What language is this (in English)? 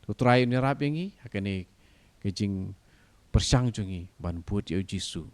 Khasi